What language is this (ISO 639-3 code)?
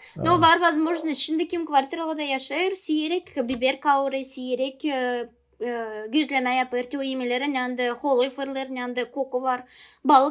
gag